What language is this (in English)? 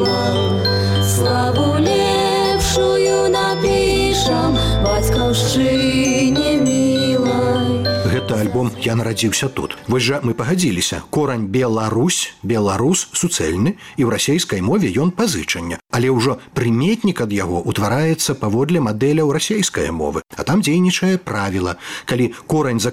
Belarusian